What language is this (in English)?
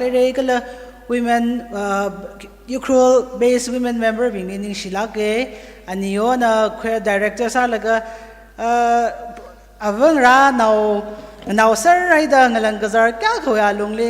Tangkhul Naga (India)